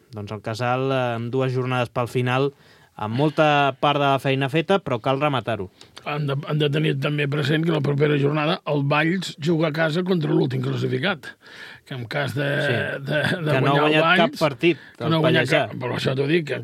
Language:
Catalan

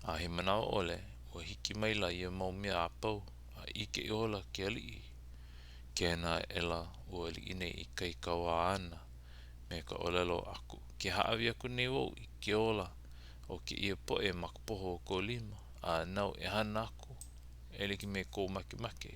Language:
Hawaiian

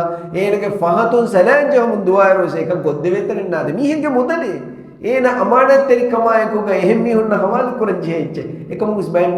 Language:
Divehi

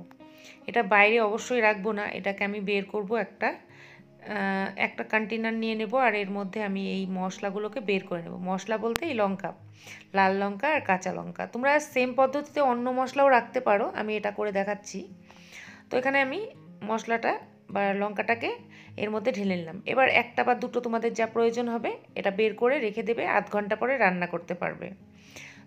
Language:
Bangla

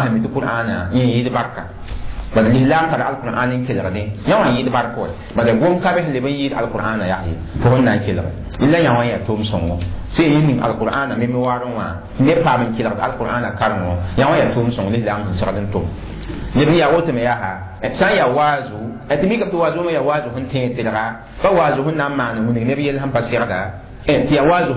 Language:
Mossi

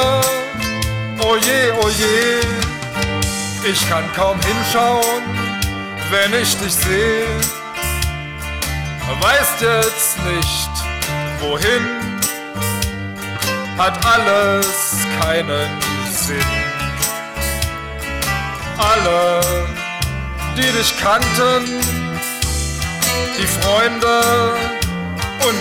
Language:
German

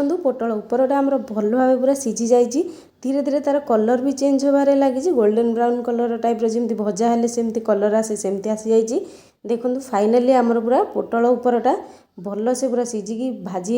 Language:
Odia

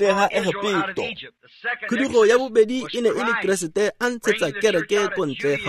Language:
Tswana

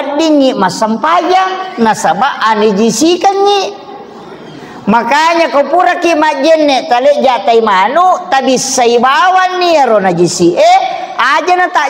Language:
Buginese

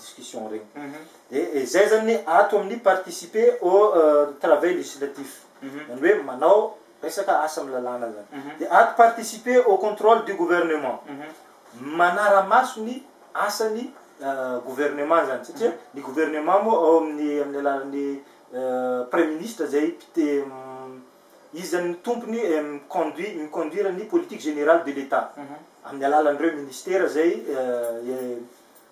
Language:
Malagasy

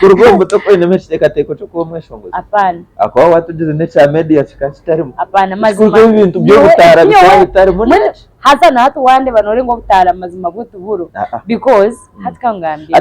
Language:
Nyankole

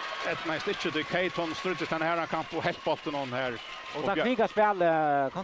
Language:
Faroese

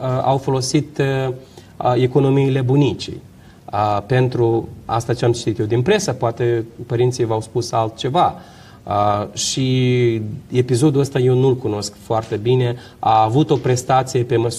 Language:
Romanian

